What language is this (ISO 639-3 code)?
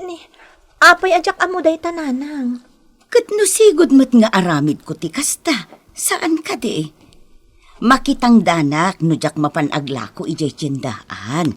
ilo